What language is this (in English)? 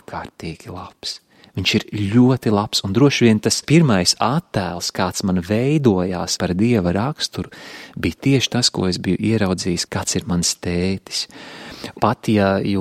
Latvian